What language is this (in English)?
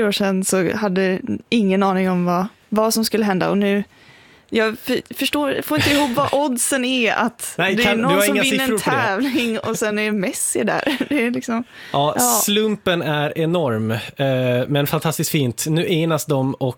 Swedish